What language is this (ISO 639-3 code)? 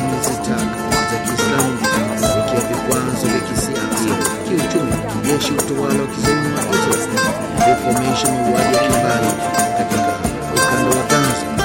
swa